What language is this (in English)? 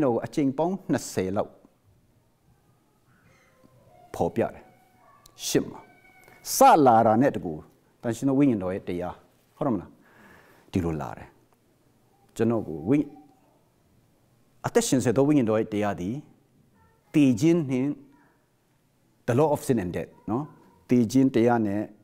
Burmese